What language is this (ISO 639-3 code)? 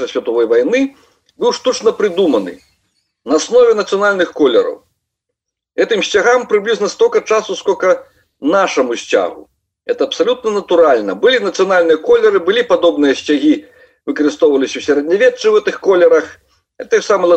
bel